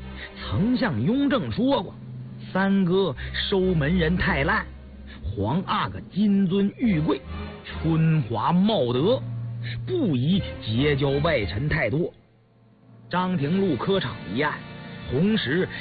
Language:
Chinese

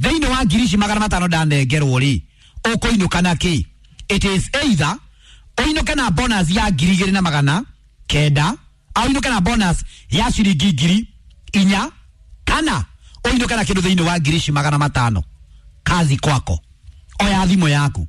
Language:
Kikuyu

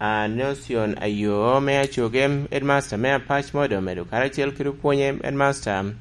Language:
Lango (Uganda)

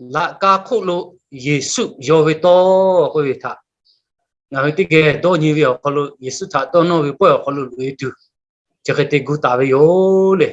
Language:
Lahu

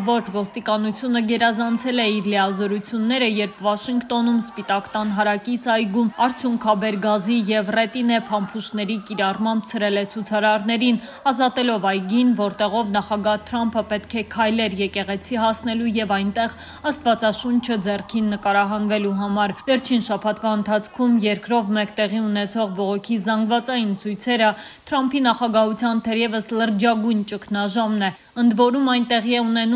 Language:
Armenian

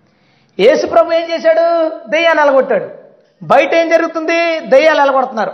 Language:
Telugu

